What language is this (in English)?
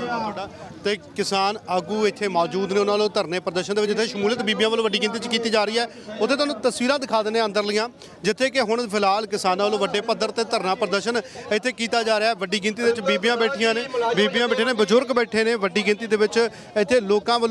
Punjabi